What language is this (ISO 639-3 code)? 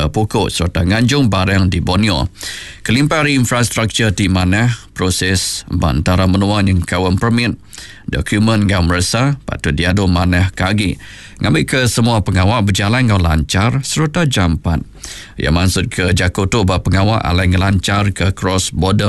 iba